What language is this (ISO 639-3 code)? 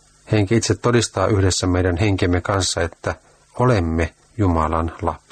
fin